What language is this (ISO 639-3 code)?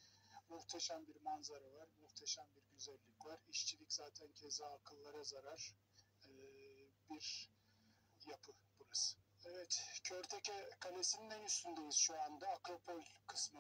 tur